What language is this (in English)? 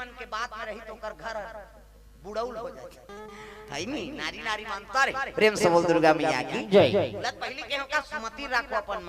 Chhattisgarhi